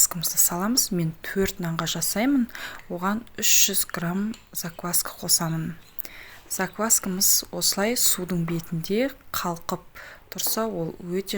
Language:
Kazakh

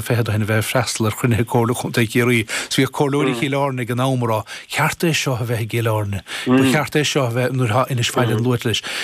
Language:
Irish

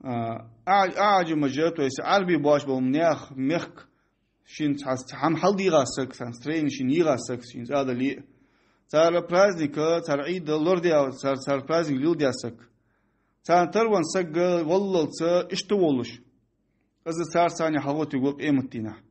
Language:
Ingush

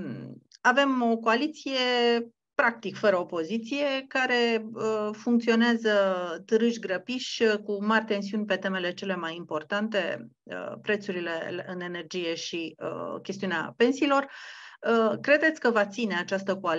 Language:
Romanian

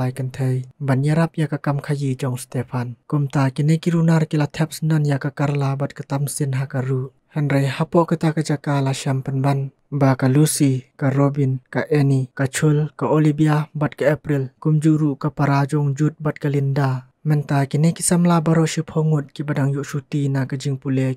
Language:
Khasi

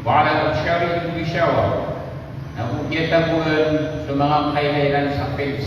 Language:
Maranao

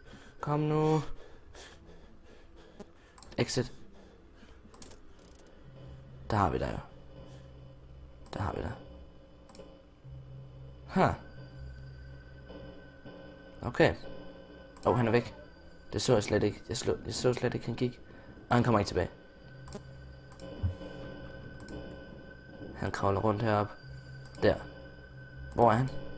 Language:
Danish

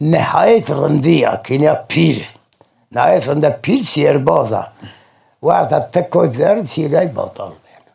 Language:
Zaza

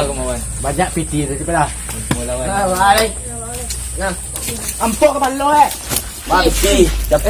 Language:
Minangkabau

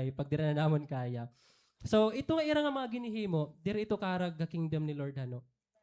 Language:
Waray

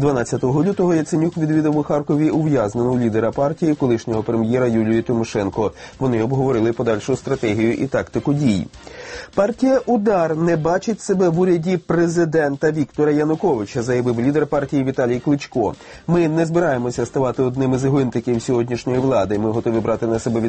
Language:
Ukrainian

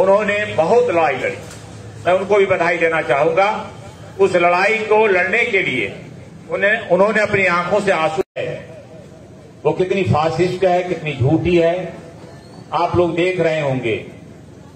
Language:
Hindi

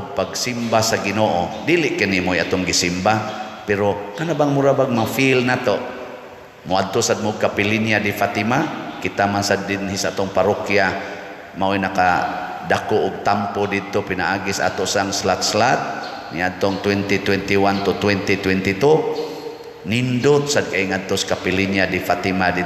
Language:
Cebuano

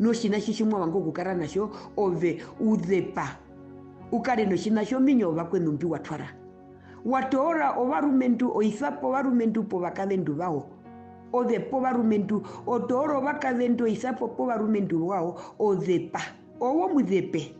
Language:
Herero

